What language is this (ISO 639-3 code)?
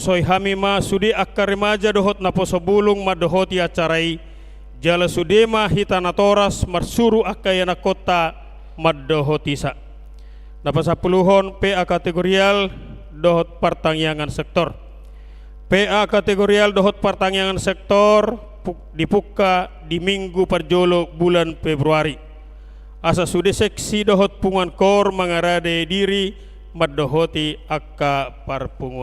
bbc